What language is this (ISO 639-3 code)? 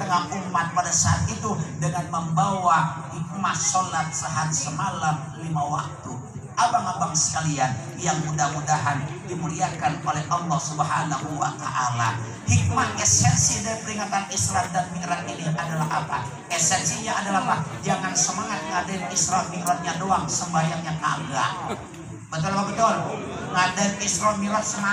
ind